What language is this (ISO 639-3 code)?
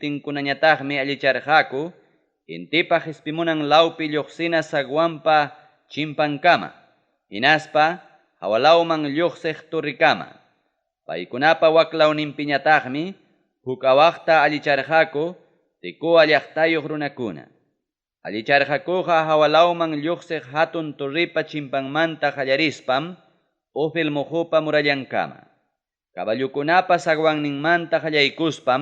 quy